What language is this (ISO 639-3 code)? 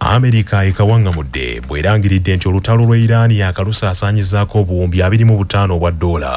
lug